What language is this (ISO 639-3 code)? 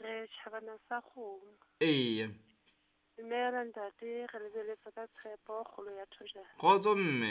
sot